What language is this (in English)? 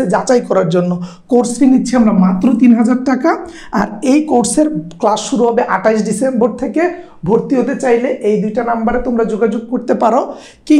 Bangla